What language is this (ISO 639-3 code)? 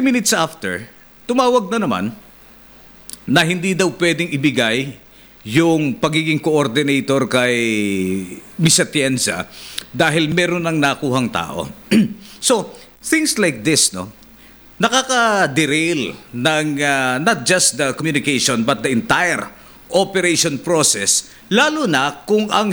fil